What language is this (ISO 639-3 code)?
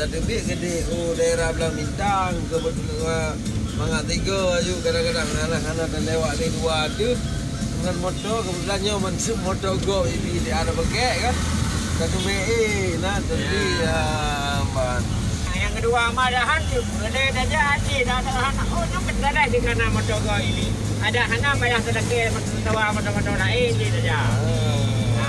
ace